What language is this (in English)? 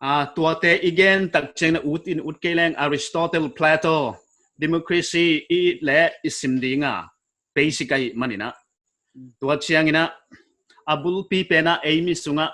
Paite Chin